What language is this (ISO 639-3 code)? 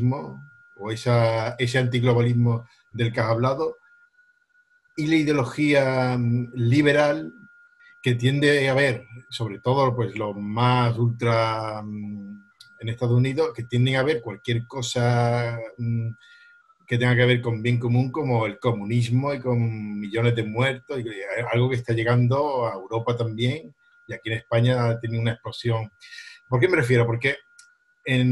spa